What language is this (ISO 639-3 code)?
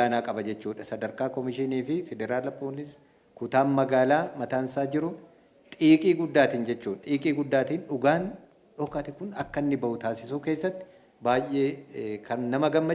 orm